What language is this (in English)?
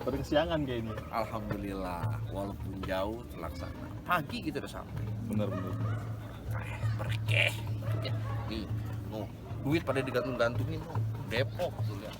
Betawi